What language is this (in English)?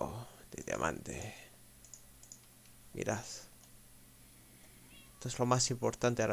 Spanish